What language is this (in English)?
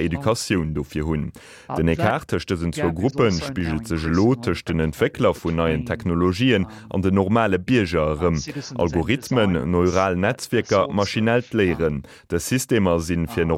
Luxembourgish